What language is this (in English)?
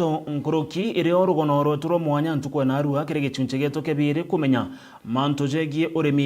Meru